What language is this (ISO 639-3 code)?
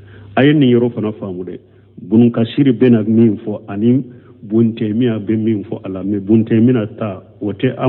bam